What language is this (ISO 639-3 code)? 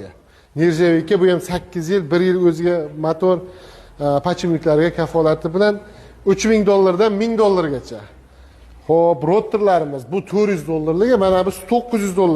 uzb